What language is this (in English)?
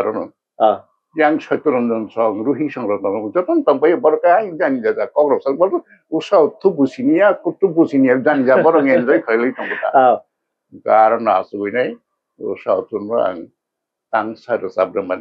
Kok Borok